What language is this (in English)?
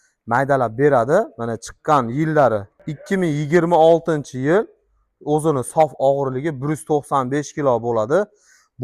Uzbek